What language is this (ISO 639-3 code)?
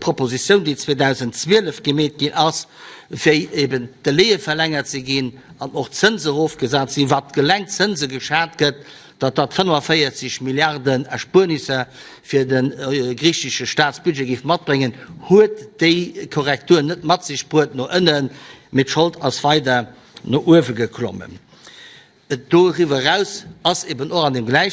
ltz